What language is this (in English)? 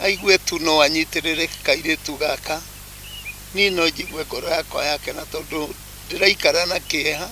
Kikuyu